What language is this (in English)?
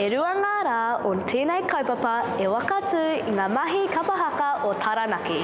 Māori